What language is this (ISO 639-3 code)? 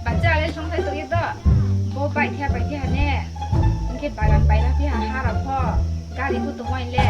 ria